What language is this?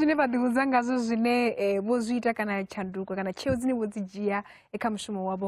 Venda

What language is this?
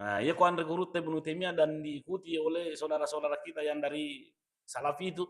Buginese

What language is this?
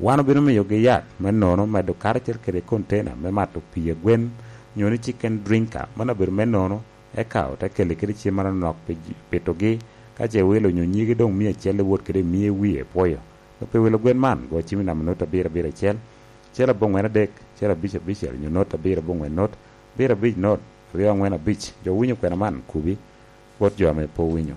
Lango (Uganda)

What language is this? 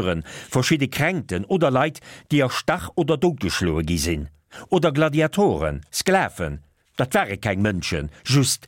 Luxembourgish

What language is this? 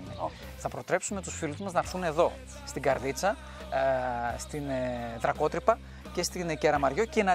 Greek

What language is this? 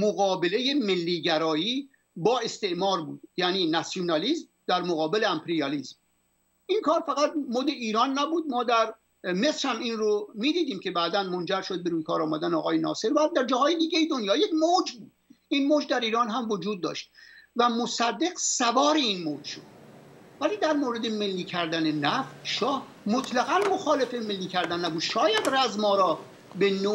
Persian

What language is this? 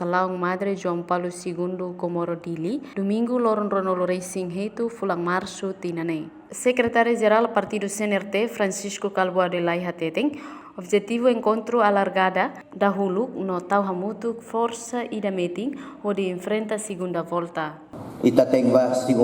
Tetum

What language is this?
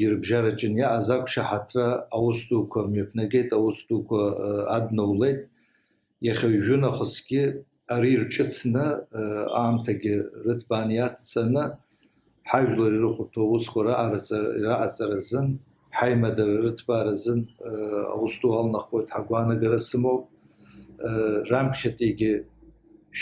Abkhazian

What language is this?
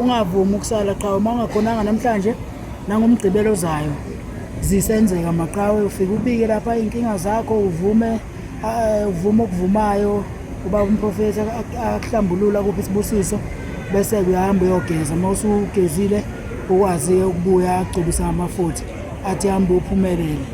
Zulu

